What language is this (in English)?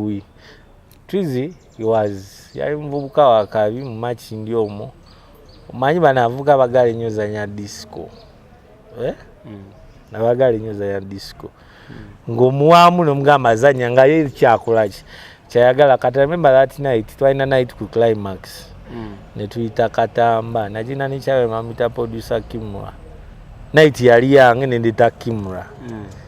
Ganda